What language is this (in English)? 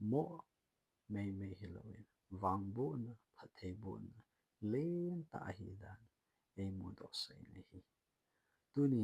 Thado Chin